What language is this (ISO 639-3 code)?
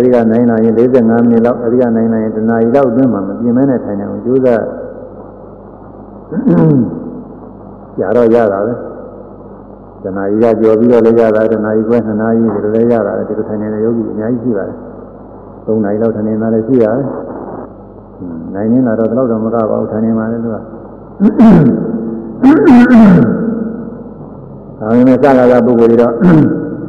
mya